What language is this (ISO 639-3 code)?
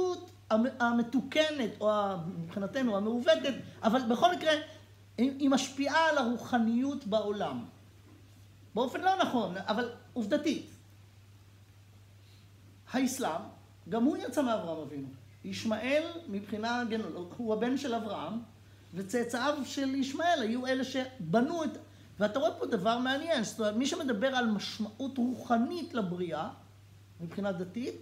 heb